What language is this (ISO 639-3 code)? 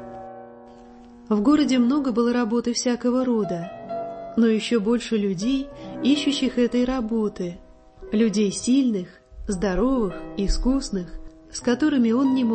rus